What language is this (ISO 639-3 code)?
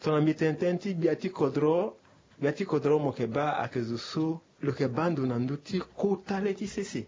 sag